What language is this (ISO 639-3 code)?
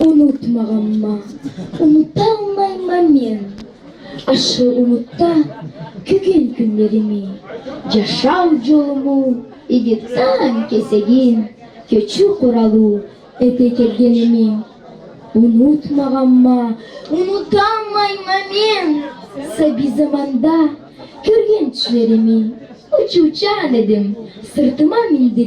krc